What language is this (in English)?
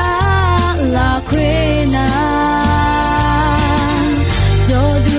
Akha